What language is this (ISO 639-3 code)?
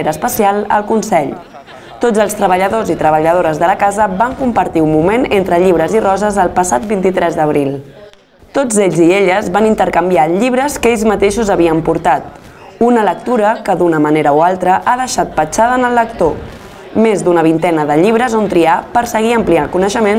cat